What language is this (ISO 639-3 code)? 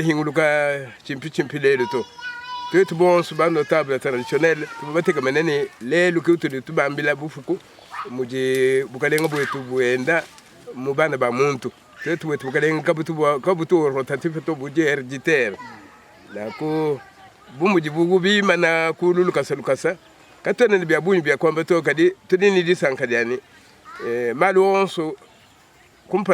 lua